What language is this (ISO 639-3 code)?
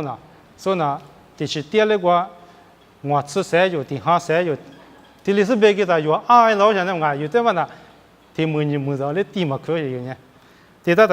lis